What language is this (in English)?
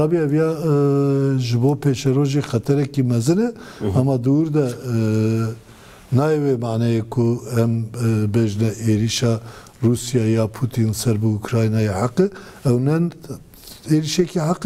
Kurdish